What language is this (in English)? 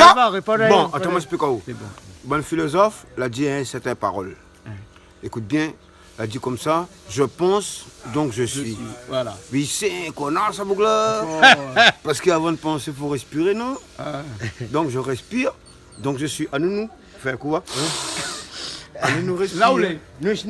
Réunion Creole French